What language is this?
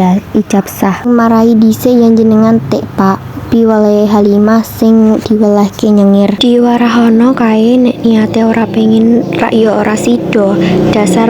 Javanese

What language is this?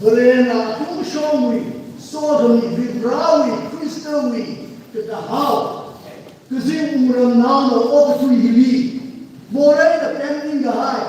Tangkhul Naga (India)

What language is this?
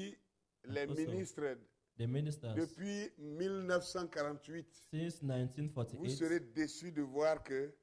French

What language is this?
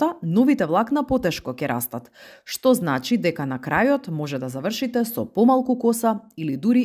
Macedonian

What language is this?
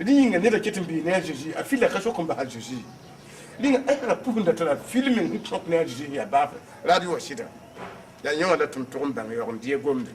Mossi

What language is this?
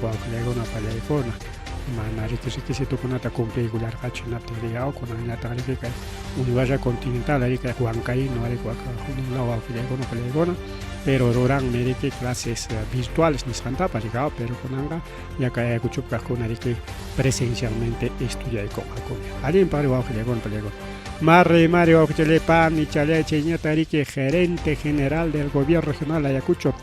Ayacucho Quechua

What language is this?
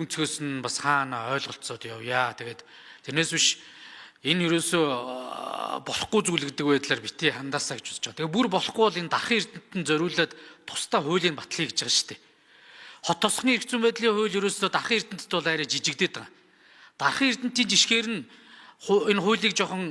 Mongolian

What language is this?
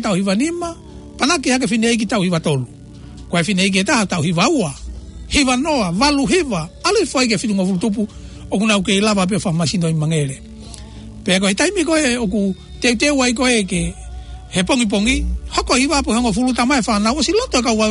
Tongan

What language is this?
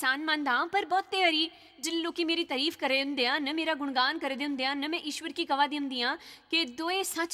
Dogri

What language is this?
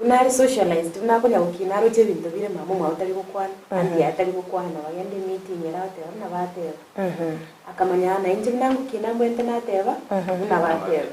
Gusii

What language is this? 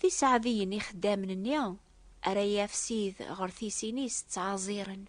Kabyle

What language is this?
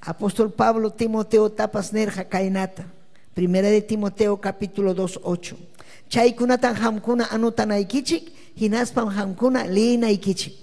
Ayacucho Quechua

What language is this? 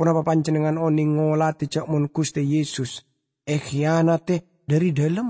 Madurese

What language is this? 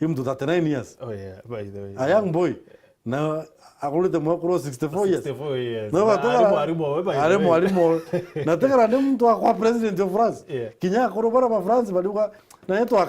Meru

